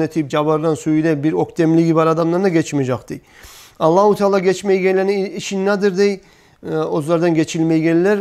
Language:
Kumyk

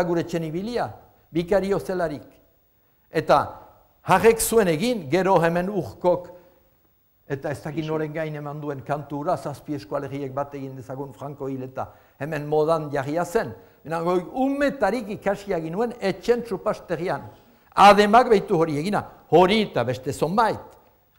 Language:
Basque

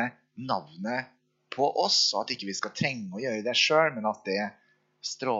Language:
Norwegian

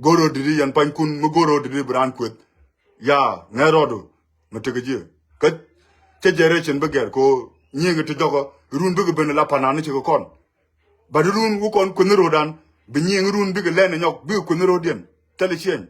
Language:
Nuer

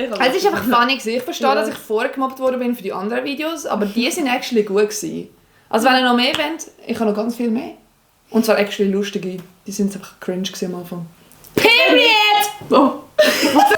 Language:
Swiss German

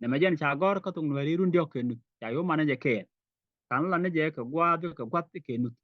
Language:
Nuer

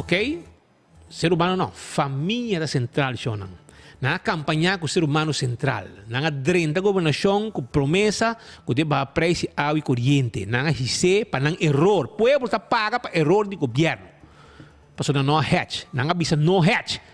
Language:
Papiamento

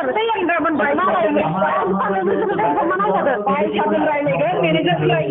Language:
Bodo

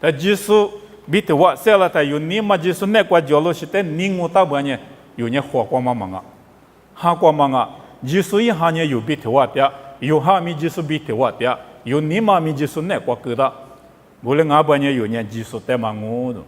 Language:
Lisu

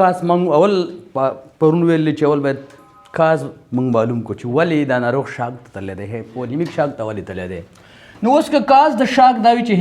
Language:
Pashto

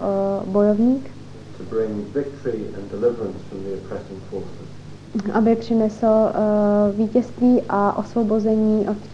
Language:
Czech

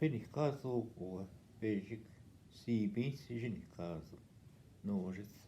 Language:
Northwestern Ojibwa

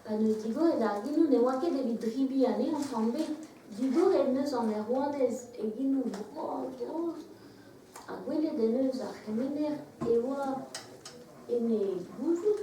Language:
Breton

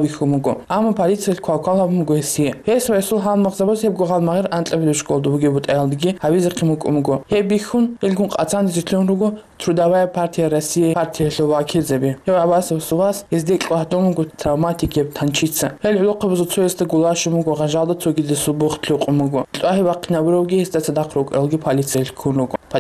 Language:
Avaric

